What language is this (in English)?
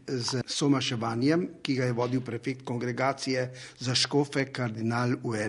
Slovenian